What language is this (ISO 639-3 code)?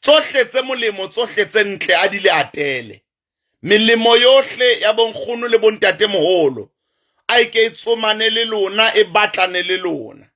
sot